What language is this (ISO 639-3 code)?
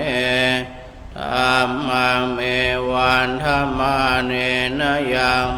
pli